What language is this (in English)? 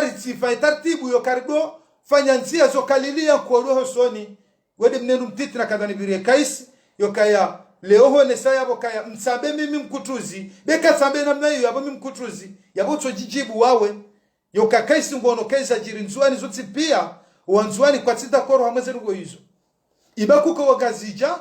Ngazidja Comorian